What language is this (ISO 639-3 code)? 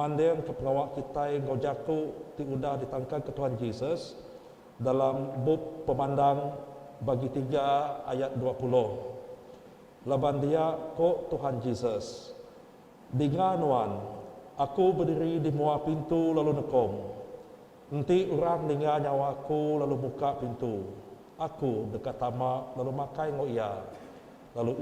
iba